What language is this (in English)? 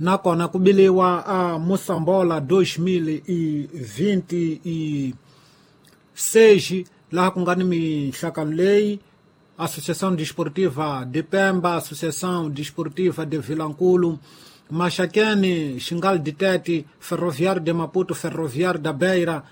Tsonga